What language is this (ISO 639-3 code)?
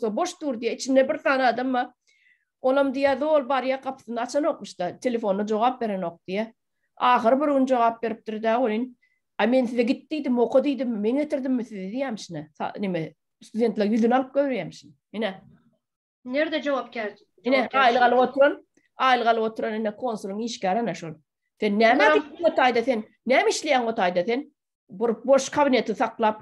tuk